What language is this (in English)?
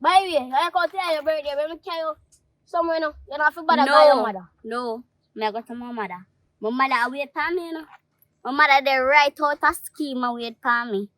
Jamaican Creole English